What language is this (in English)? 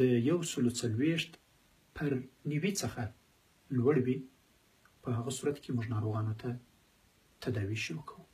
Pashto